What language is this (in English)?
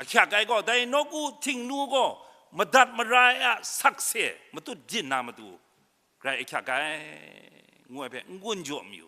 Kachin